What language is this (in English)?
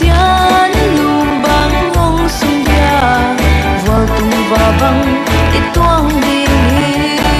Paite Chin